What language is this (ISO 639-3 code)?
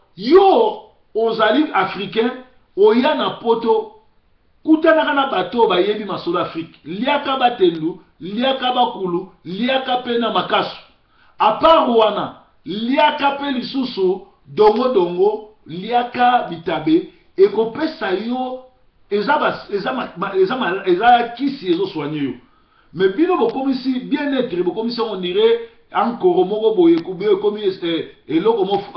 lin